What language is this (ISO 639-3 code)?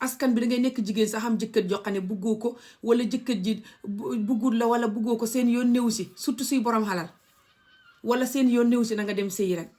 wol